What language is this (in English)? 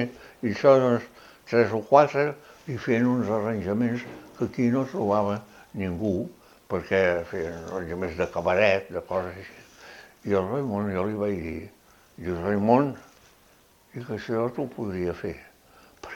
Catalan